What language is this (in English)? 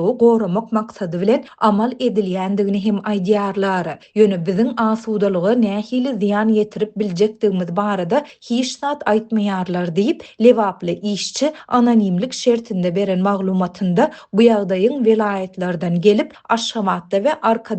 Turkmen